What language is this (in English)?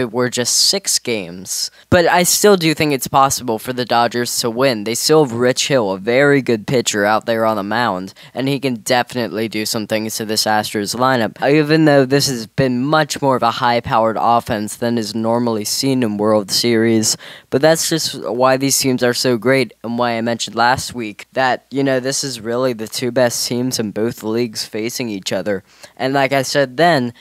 English